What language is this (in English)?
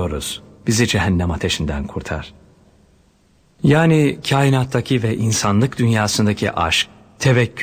Turkish